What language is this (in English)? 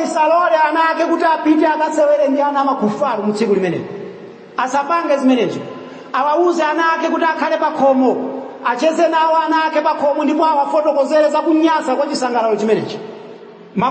Nyanja